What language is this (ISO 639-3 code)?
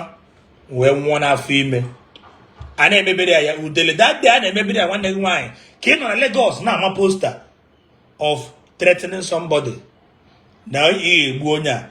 ibo